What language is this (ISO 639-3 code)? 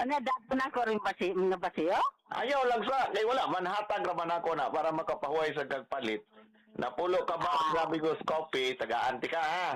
ceb